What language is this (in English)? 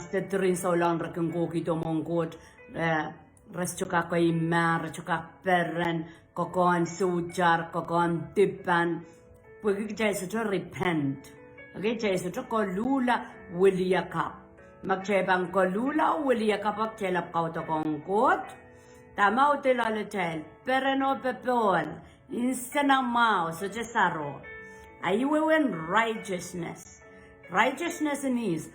Pohnpeian